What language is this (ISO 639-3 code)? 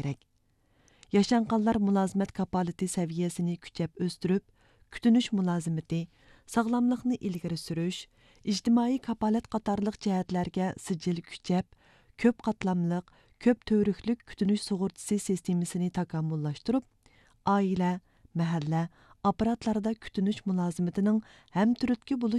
uig